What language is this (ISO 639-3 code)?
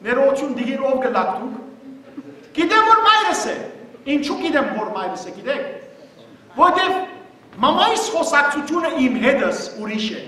hyw